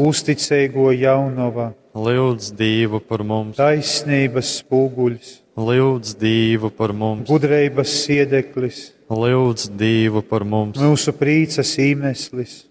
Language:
Latgalian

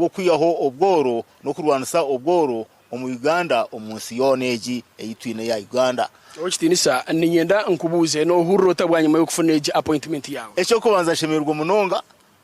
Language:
Nyankole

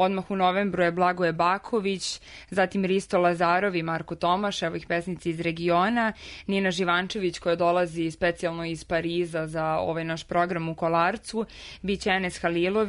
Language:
Serbian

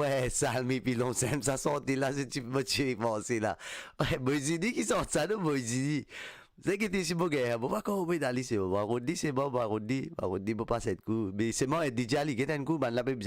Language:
Morisyen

